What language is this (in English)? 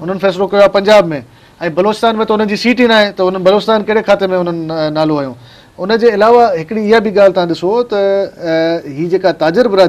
Sindhi